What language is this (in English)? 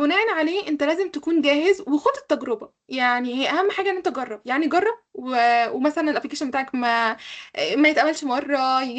Egyptian Arabic